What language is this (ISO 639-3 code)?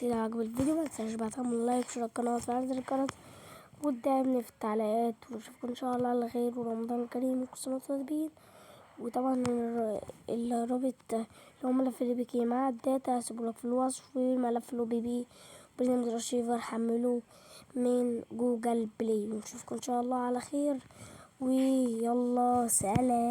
arz